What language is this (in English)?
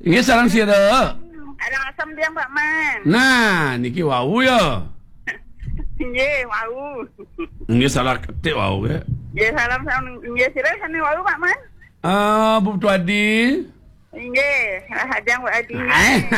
Balinese